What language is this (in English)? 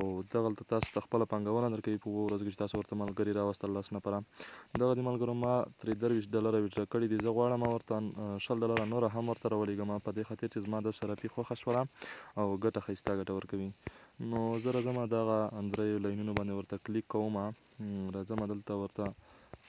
Pashto